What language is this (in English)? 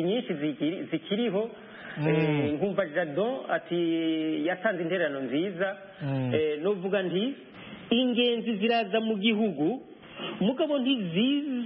Kinyarwanda